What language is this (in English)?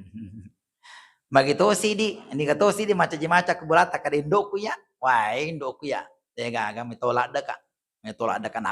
Buginese